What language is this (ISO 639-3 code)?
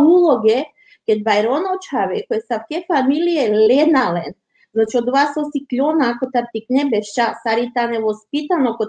rmn